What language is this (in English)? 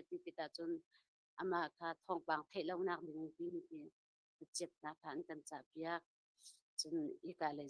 Hakha Chin